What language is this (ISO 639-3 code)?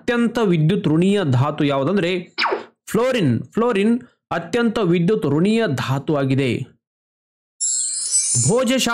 kan